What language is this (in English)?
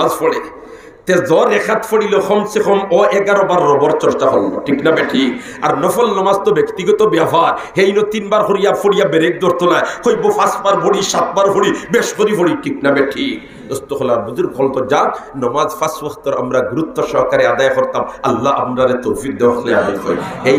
Sylheti